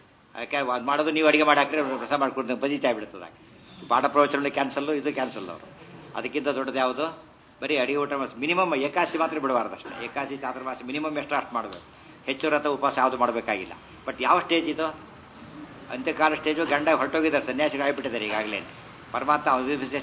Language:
Kannada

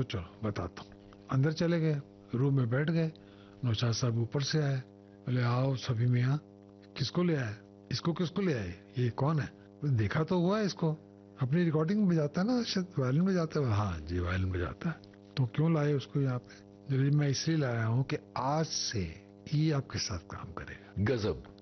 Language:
Hindi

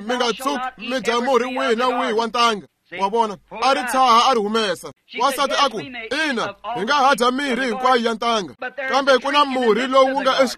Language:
Tsonga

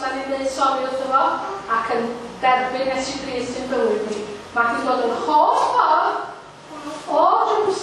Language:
Welsh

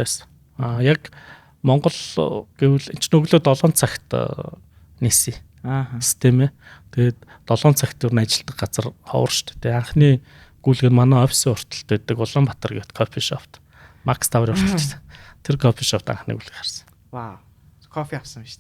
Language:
Mongolian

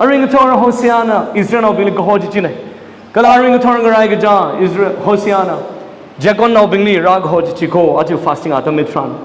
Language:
Tangkhul Naga (India)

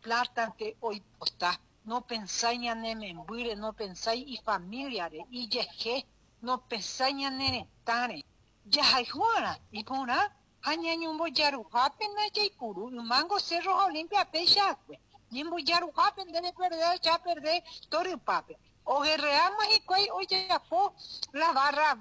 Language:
Guarani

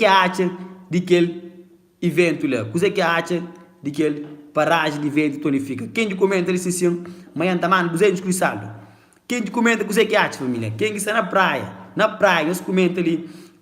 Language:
Kabuverdianu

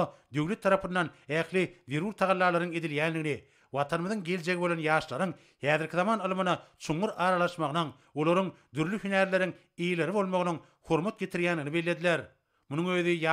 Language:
Turkmen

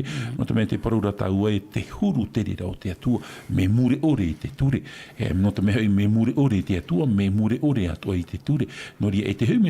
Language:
Tahitian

